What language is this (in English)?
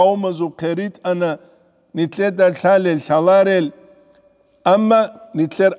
Avaric